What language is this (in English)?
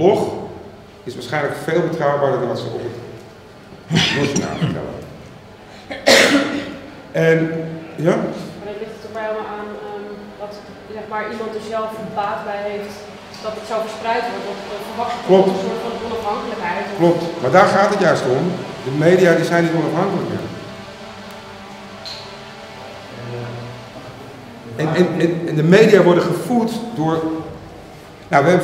Dutch